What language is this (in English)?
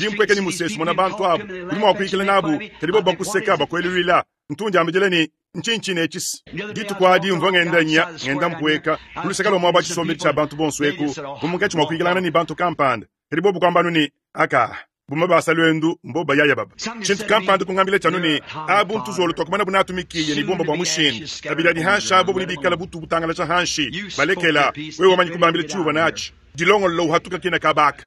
Luba-Lulua